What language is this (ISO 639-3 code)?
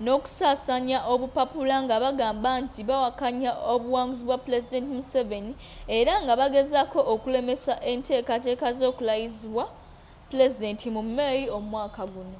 lug